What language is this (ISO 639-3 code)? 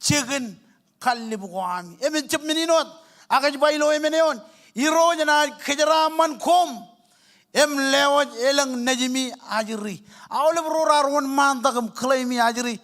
mah